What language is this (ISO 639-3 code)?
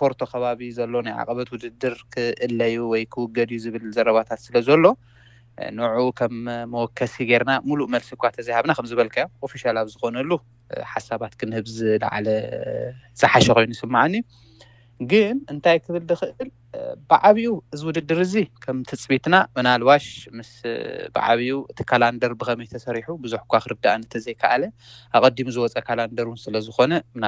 tir